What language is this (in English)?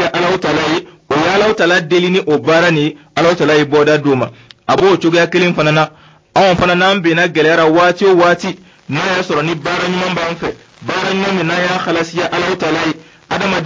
Dyula